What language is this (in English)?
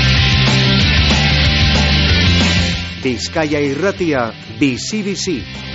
Basque